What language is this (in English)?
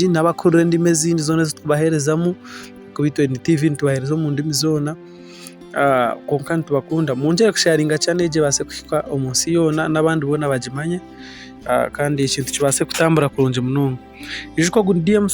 Nyankole